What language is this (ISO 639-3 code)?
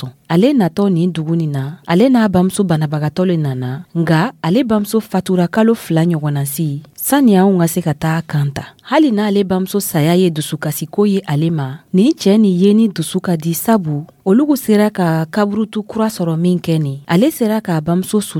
dyu